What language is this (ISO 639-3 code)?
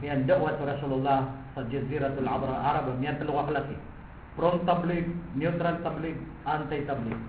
mrw